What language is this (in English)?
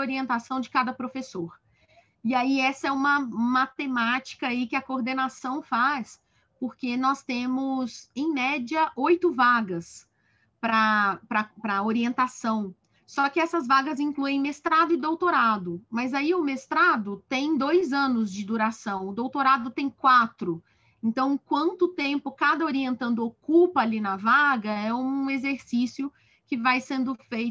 Portuguese